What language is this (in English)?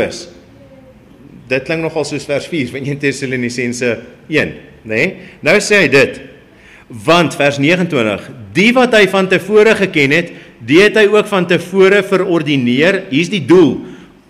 Afrikaans